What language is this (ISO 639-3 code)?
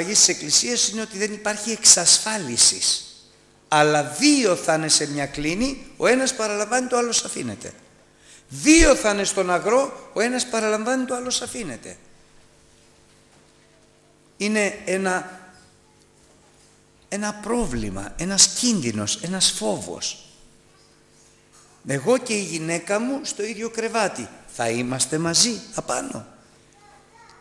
ell